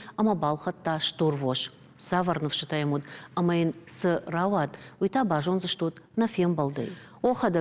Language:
Ossetic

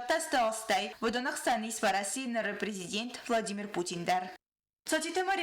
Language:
Ossetic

